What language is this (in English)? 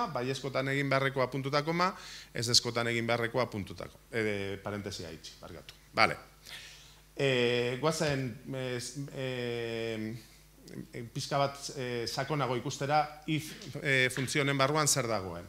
Basque